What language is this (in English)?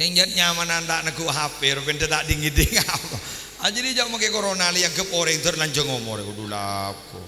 Madurese